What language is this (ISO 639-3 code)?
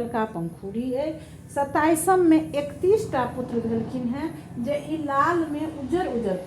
mai